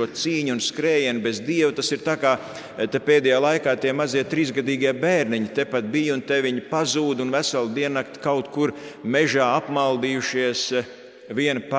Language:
Latvian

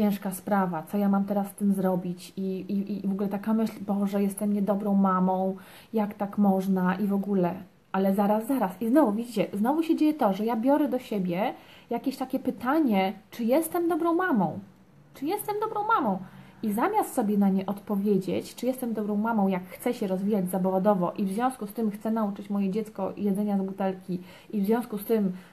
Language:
Polish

